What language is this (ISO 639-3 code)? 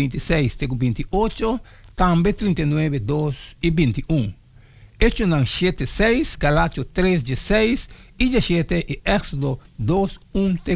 pap